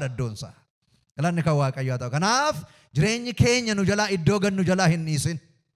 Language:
Oromo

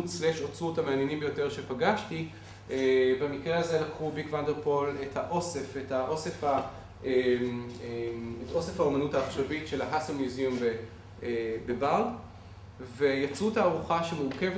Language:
Hebrew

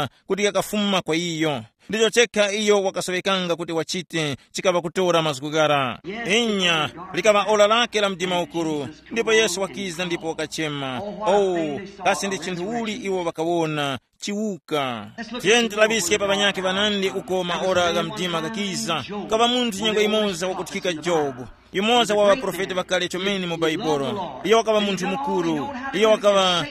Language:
Tumbuka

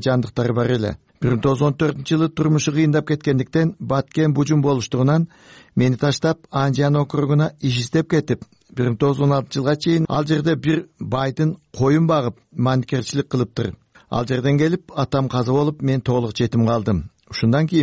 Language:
Kyrgyz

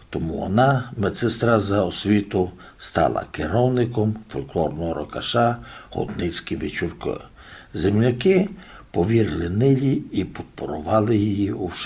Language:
Rusyn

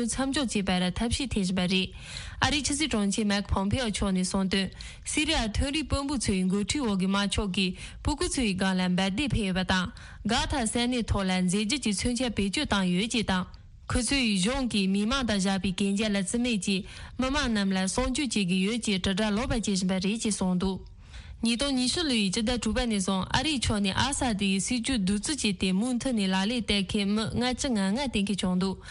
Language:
Tibetan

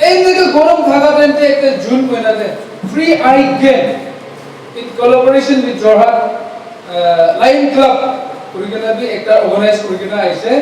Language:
Naga Pidgin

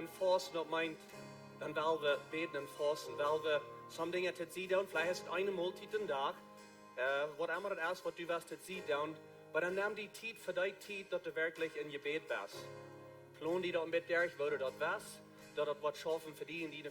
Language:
Plautdietsch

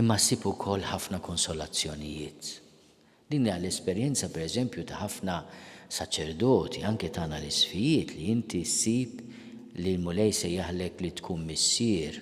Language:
Maltese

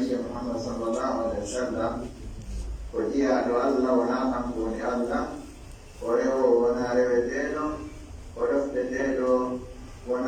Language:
Pular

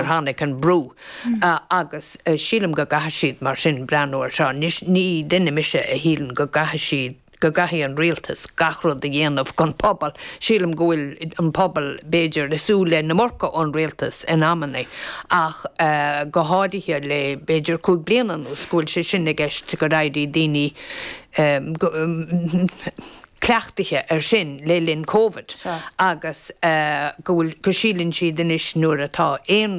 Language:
Irish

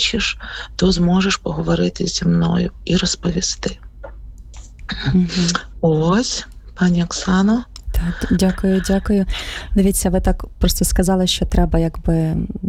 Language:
Ukrainian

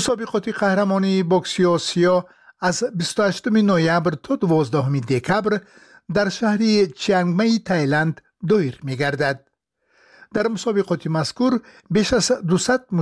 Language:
Tajik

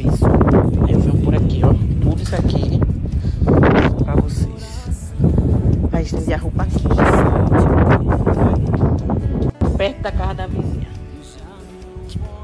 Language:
Portuguese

